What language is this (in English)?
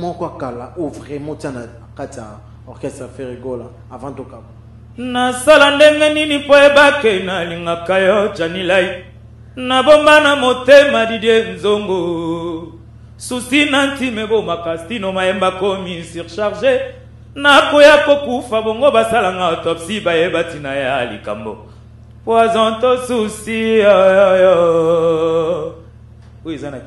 Lingala